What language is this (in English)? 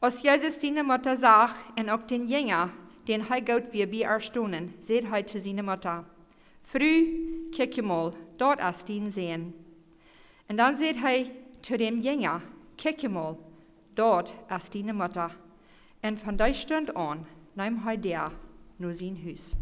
Plautdietsch